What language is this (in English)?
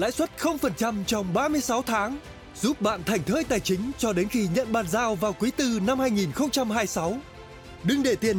Vietnamese